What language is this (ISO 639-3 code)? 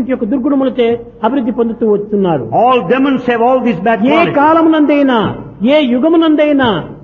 tel